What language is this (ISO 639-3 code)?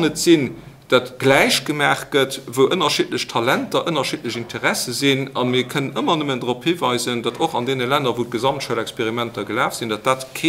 ltz